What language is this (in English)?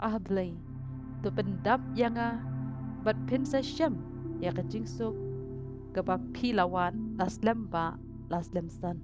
Khasi